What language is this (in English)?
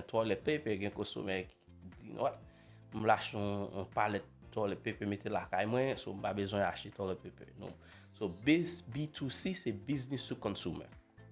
Haitian Creole